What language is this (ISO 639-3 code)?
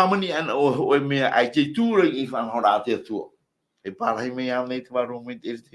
tah